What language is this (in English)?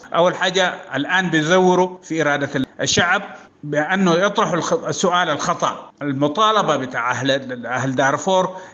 Sudanese Arabic